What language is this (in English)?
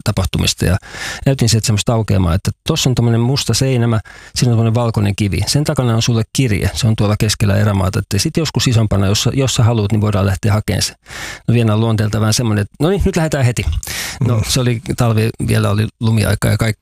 Finnish